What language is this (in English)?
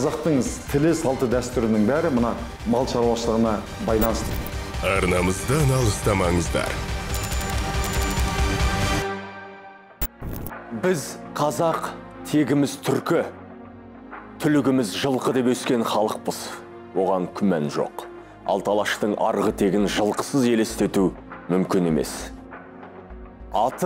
Kazakh